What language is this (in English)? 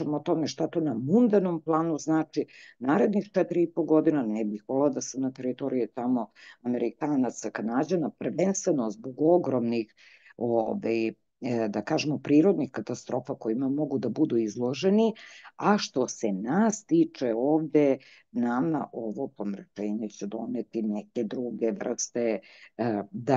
Serbian